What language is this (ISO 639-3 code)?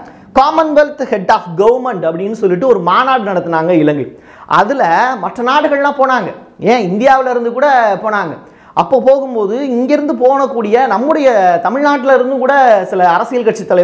tam